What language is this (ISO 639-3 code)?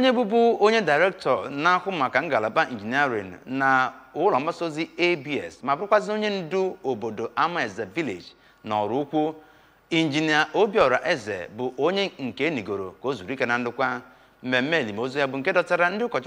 ibo